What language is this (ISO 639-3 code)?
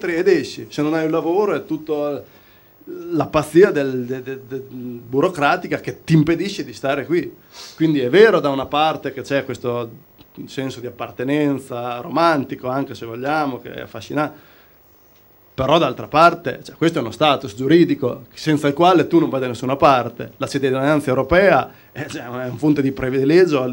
ita